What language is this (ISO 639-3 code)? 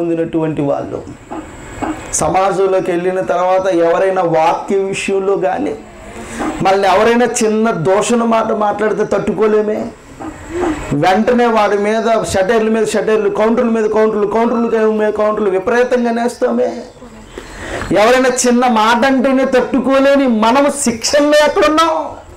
tel